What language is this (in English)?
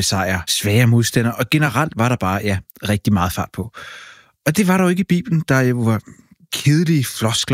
Danish